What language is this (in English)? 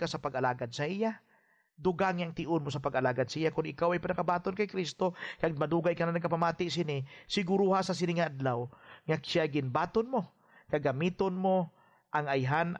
Hiligaynon